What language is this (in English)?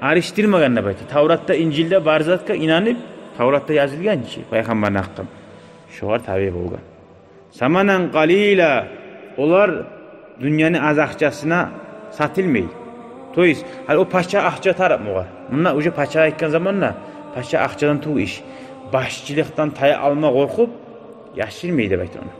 Kumyk